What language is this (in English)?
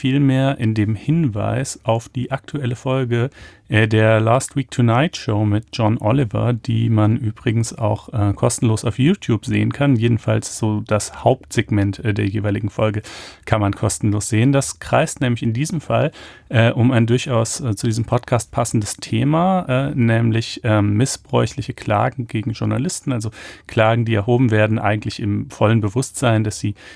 German